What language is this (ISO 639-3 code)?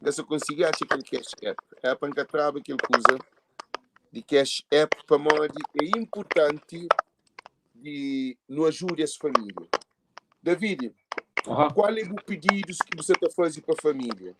kea